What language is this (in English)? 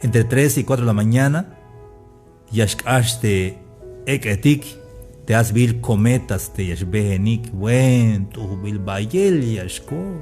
Tzeltal